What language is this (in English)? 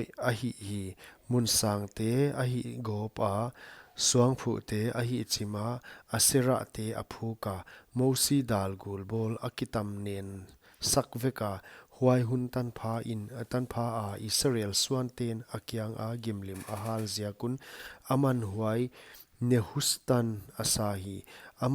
Paite Chin